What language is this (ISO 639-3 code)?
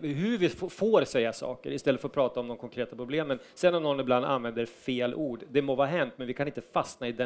swe